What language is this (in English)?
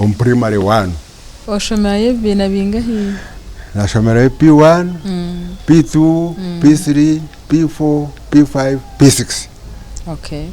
Nyankole